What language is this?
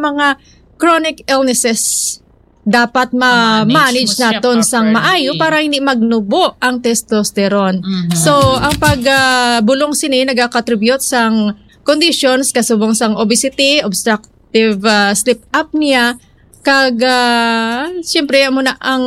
Hiligaynon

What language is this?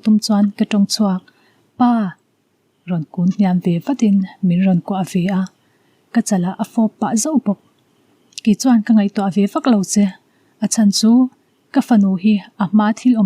Mizo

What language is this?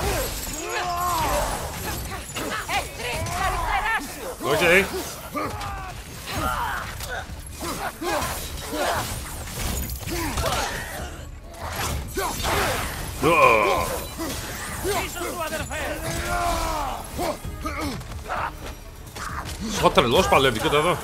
Greek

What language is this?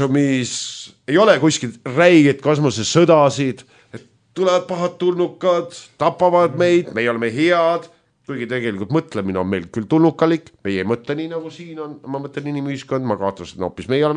Estonian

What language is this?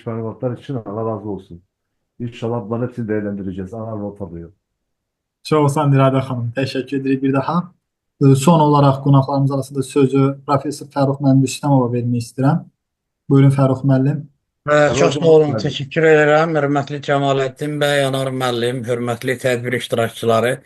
Azerbaijani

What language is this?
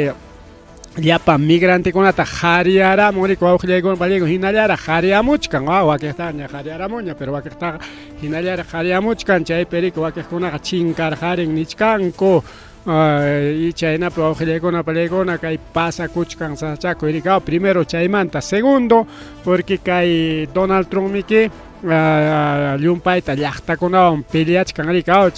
Ayacucho Quechua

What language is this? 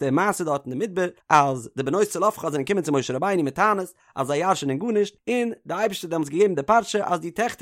Yiddish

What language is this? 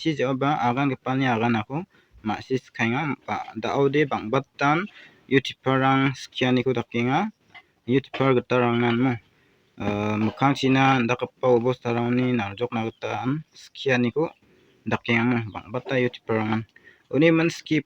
Garo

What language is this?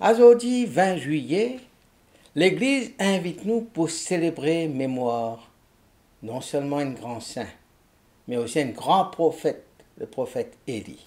Morisyen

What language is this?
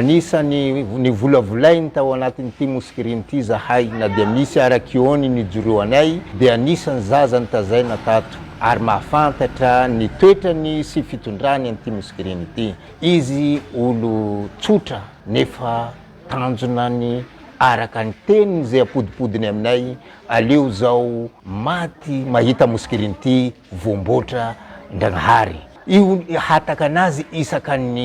Malagasy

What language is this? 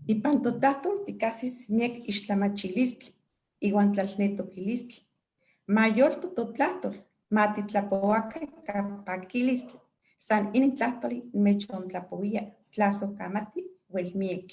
Eastern Huasteca Nahuatl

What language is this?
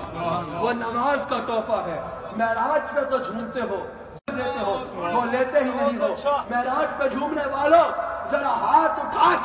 Urdu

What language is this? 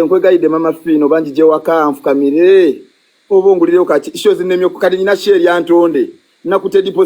Ganda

